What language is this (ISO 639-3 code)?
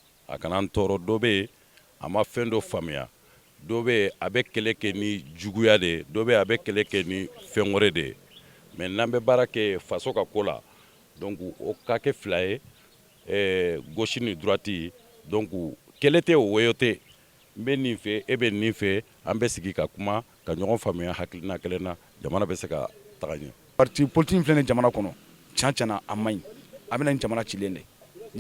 bam